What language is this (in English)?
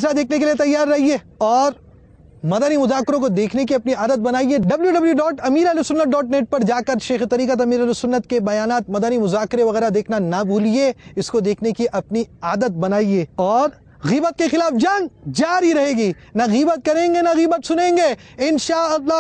Urdu